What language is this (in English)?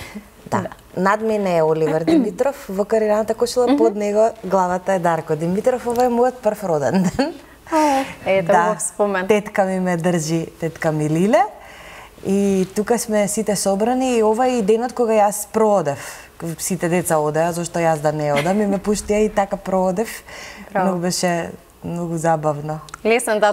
Macedonian